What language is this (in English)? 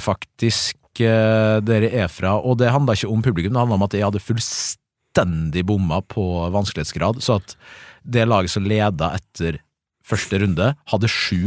Norwegian